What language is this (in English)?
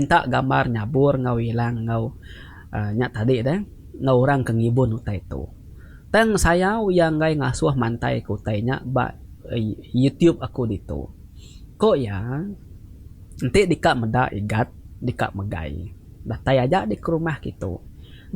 Iban